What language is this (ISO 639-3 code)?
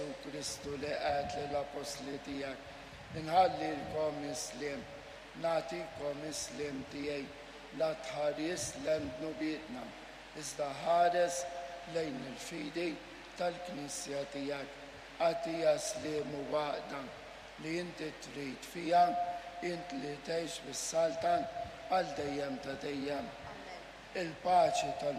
mlt